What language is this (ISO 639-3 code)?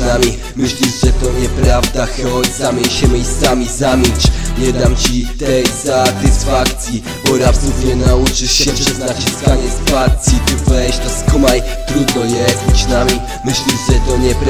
pol